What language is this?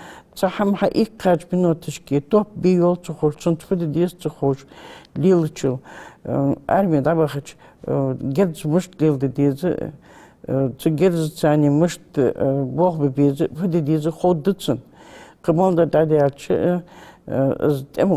Ingush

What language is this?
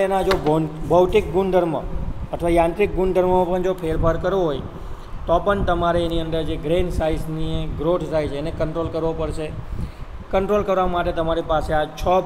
Gujarati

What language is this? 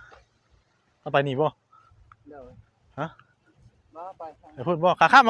Northeastern Thai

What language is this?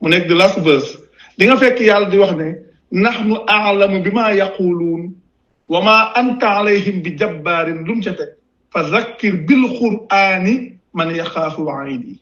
Wolof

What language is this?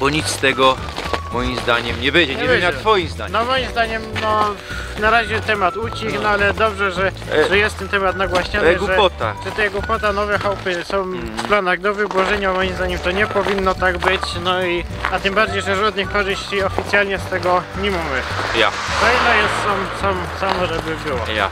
Silesian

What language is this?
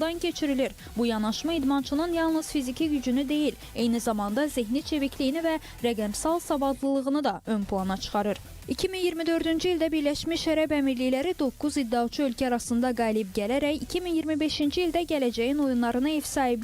Azerbaijani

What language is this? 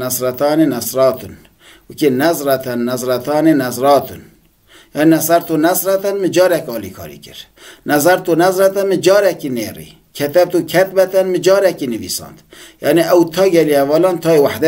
Kurdish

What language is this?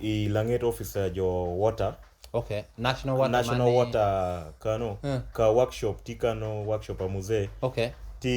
Lango (Uganda)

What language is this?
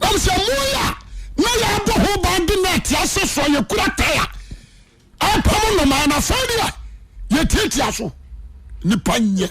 Akan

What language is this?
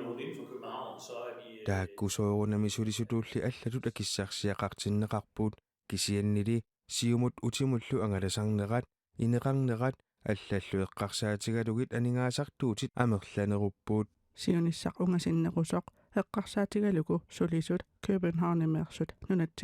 Kalaallisut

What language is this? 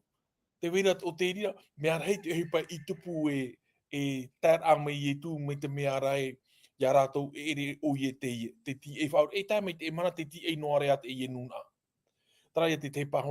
Tahitian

